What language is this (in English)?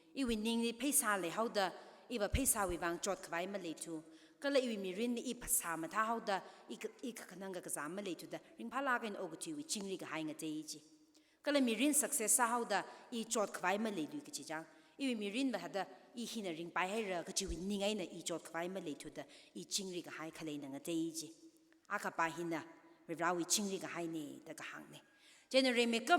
Tangkhul Naga (India)